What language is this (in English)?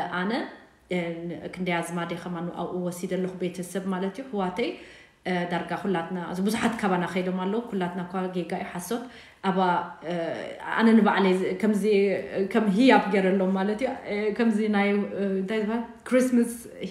Tigrinya